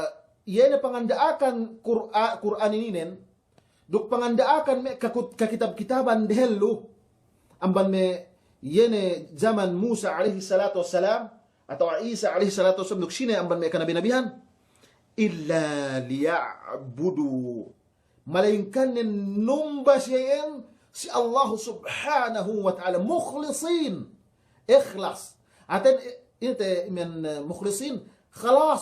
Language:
Yakan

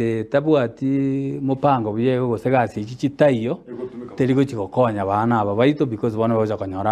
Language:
Gusii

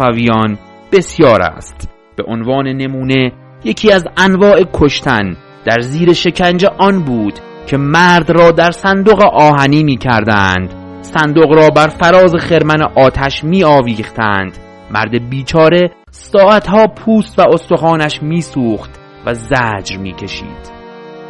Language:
Persian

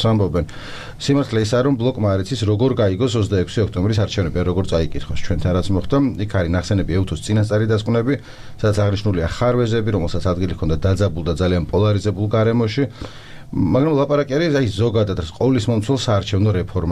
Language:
Georgian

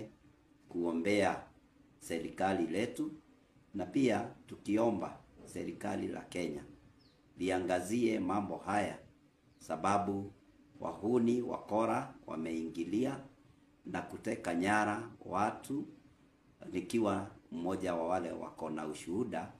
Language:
Swahili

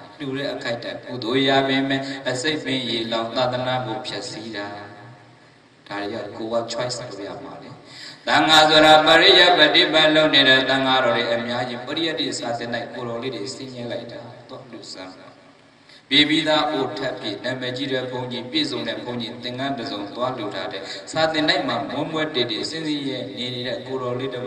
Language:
Burmese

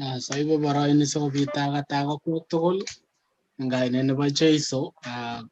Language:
Kalenjin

